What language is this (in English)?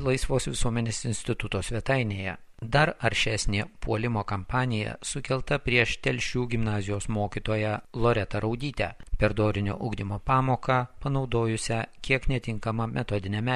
Lithuanian